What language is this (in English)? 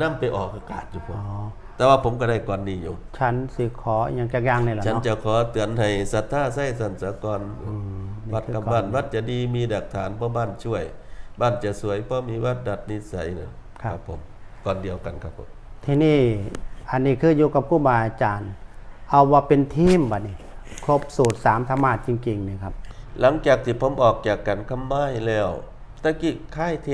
Northeastern Thai